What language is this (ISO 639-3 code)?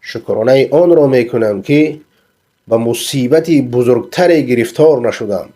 fas